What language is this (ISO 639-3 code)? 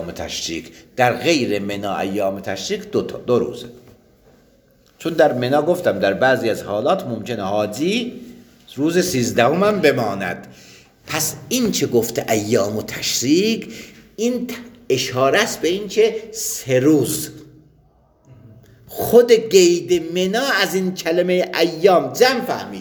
fas